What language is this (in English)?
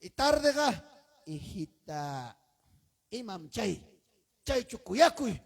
Ayacucho Quechua